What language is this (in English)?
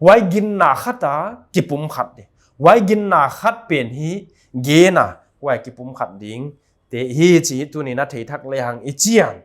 Paite Chin